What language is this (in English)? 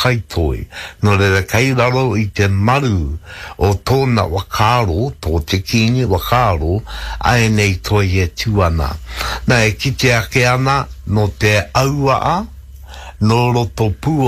Māori